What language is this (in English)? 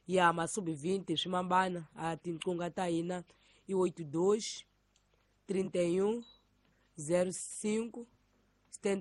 Tsonga